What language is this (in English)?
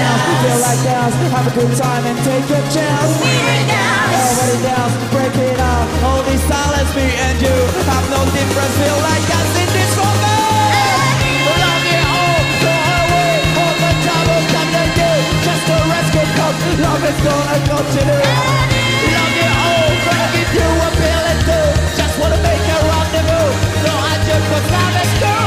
Japanese